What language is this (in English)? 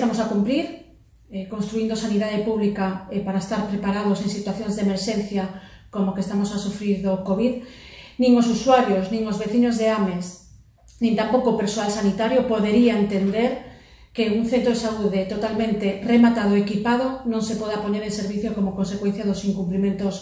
Galician